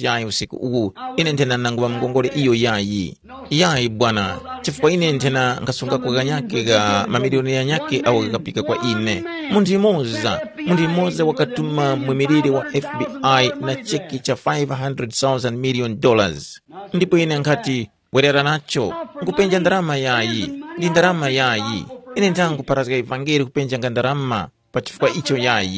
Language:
Tumbuka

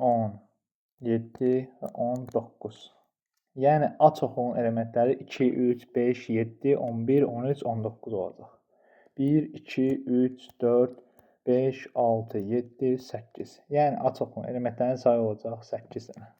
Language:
Azerbaijani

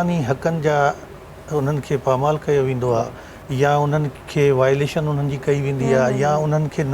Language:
Sindhi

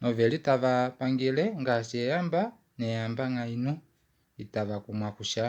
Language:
Kuanyama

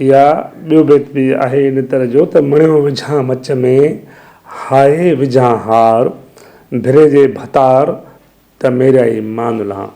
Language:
Sindhi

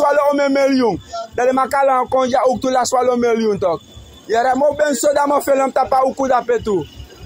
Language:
Sranan Tongo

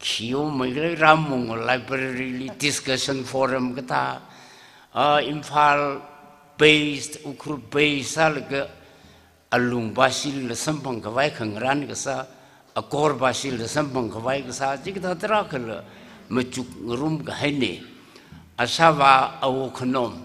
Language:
Tangkhul Naga (India)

